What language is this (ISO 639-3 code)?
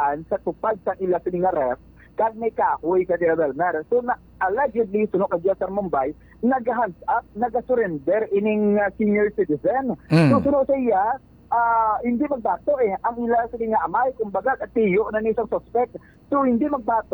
hil